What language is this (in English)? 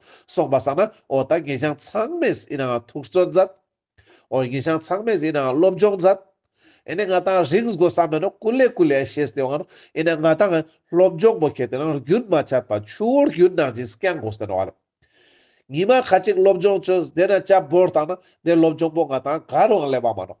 Ladakhi